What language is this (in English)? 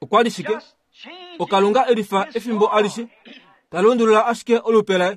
Kuanyama